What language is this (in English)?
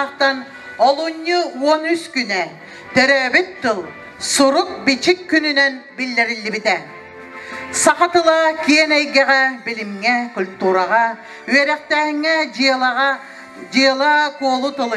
Yakut